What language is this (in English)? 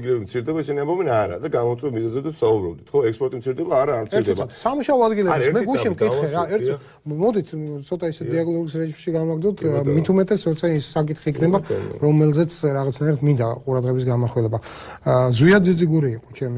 Georgian